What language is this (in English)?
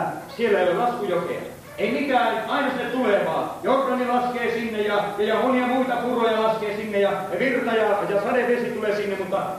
Finnish